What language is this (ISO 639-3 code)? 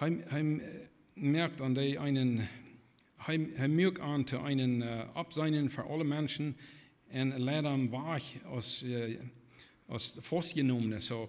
pdt